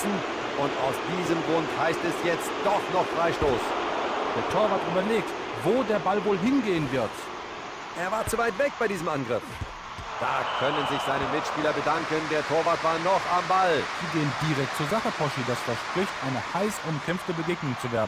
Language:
Bavarian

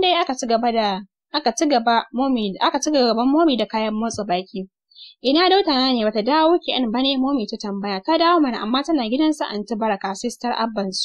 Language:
Hausa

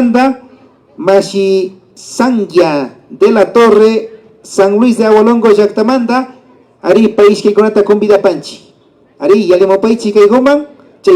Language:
Imbabura Highland Quichua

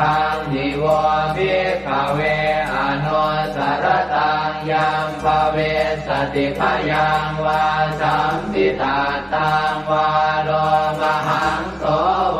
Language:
Pali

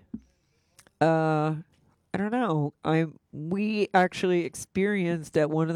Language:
English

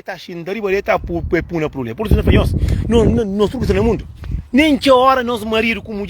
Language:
Kabuverdianu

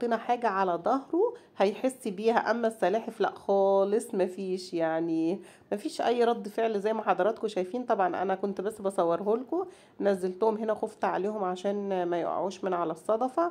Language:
Egyptian Arabic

